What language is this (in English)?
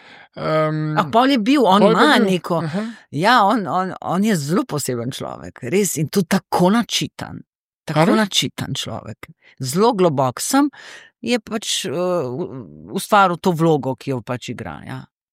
Slovenian